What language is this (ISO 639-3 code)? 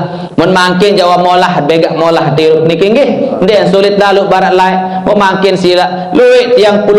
sas